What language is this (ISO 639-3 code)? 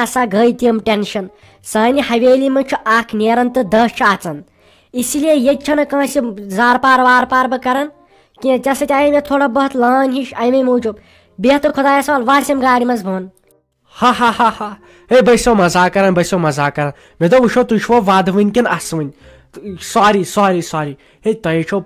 kas